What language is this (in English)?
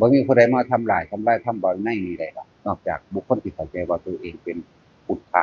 Northeastern Thai